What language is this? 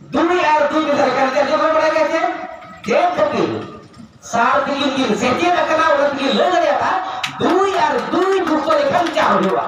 Santali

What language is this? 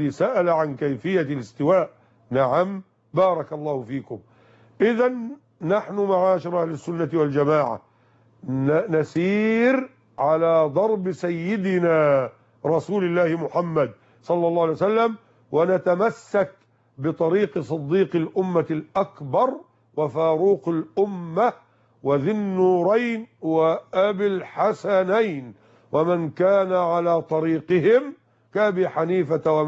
Arabic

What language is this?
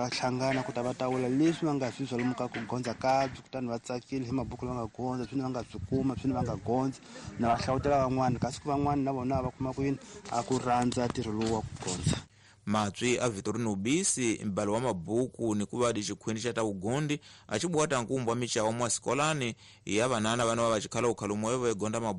Tsonga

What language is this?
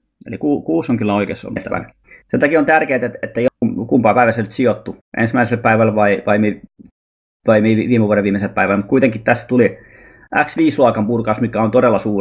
Finnish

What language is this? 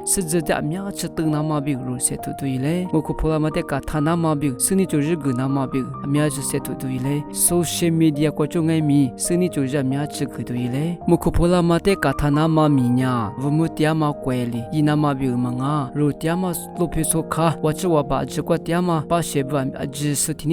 Lisu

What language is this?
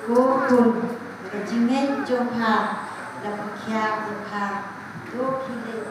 Khasi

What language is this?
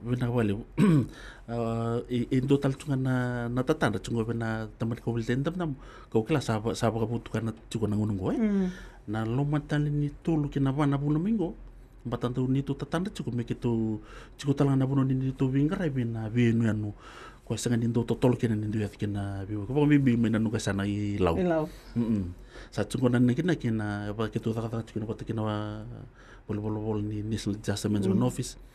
Fijian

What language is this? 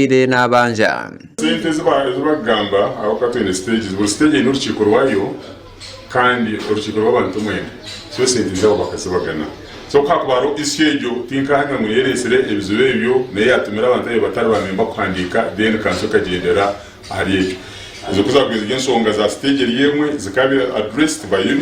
Nyankole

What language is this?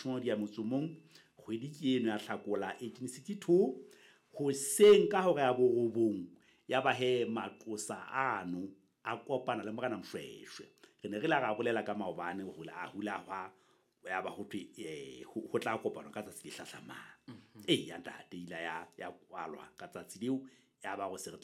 Southern Sotho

